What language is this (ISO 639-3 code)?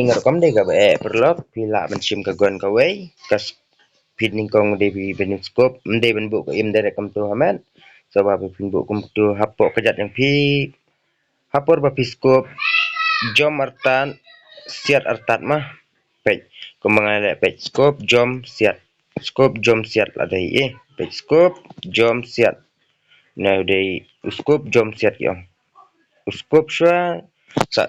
kha